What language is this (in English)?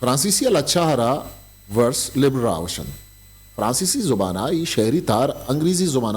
Eastern Balochi